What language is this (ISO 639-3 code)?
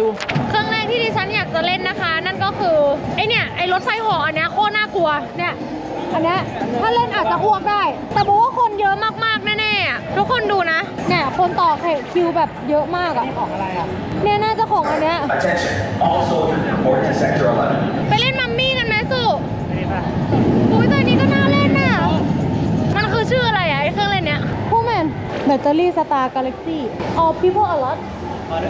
tha